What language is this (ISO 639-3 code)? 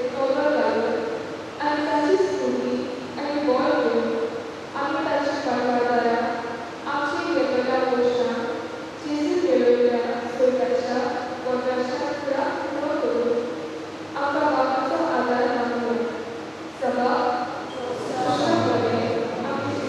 kok